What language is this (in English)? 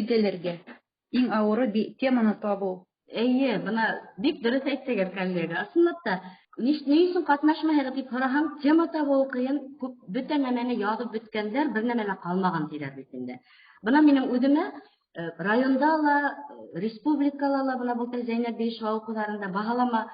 Bashkir